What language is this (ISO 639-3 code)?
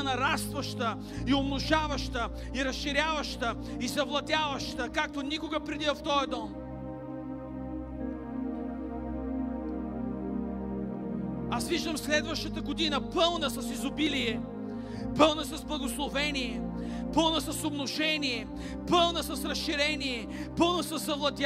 bul